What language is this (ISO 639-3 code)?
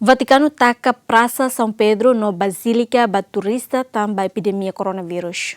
tet